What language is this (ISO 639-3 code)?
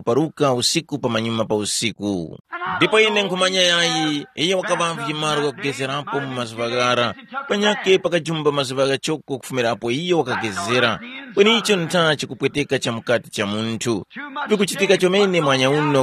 tum